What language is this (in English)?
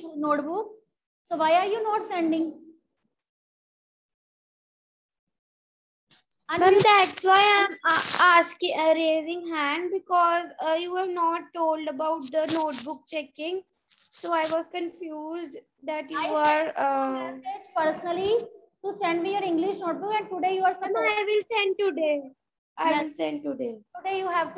English